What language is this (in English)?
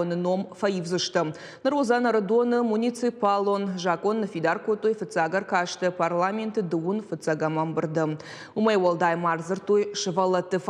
Ossetic